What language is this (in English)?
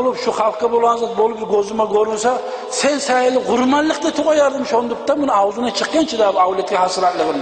Kumyk